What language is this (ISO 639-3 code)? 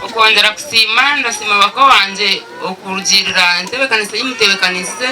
nyn